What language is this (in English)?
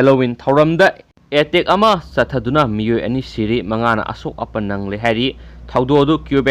Manipuri